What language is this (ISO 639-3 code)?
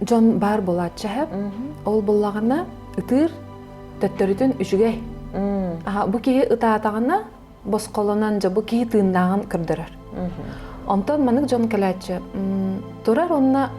sah